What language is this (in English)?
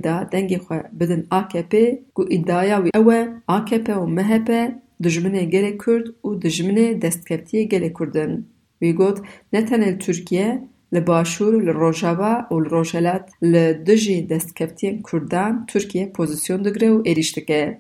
Kurdish